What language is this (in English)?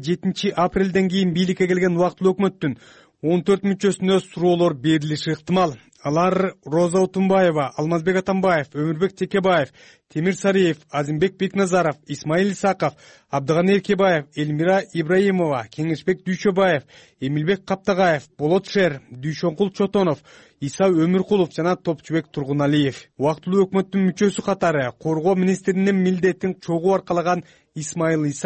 Kyrgyz